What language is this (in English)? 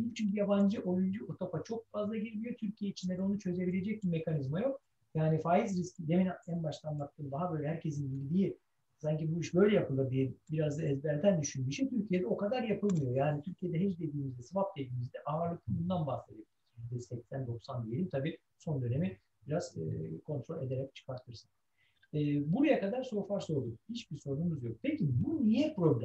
Turkish